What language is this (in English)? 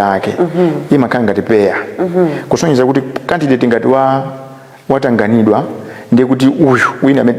Nyanja